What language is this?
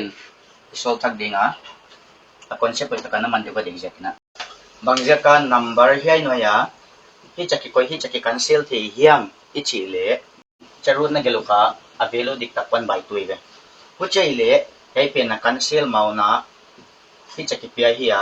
Paite Chin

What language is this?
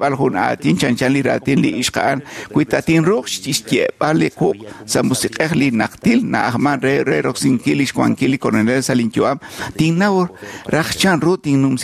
Kekchí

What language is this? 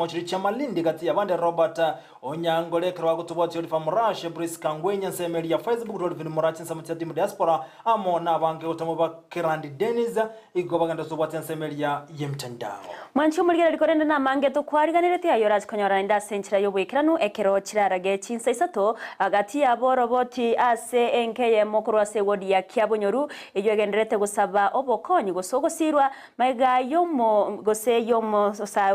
Gusii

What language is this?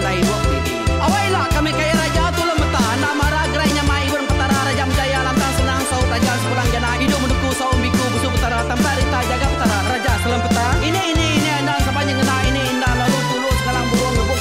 Iban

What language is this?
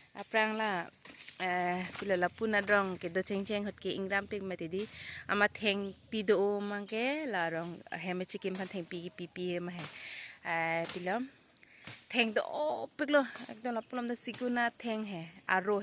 Karbi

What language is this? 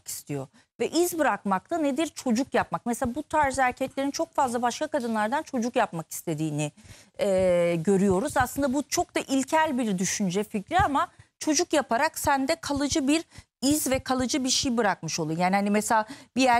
Turkish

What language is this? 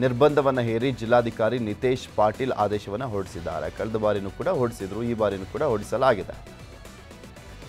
Kannada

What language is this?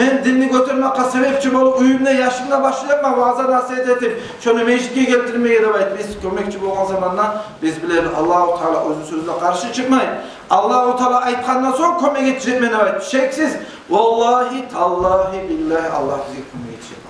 Kumyk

